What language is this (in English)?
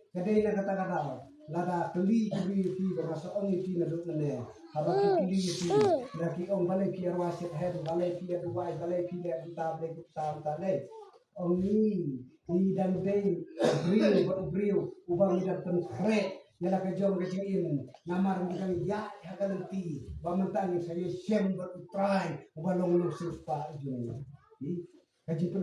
Khasi